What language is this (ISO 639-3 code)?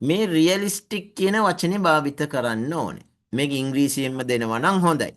sin